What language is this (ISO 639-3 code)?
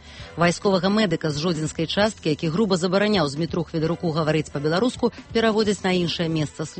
bel